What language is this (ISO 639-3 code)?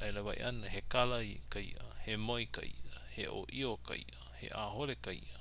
haw